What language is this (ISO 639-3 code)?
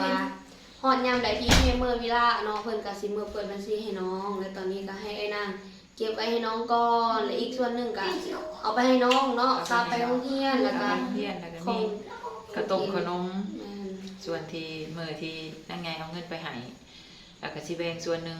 lao